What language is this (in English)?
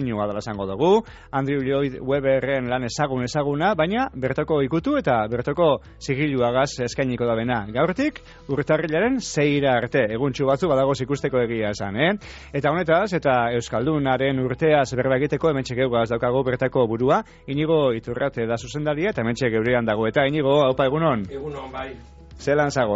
Basque